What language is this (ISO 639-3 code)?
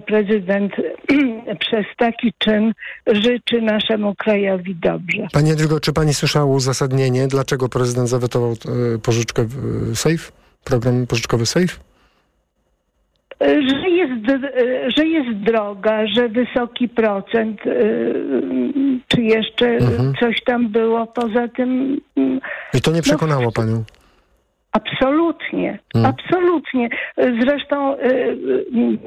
pol